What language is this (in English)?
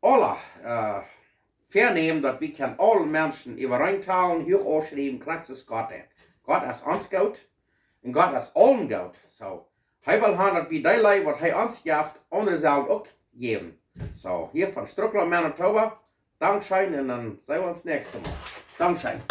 Plautdietsch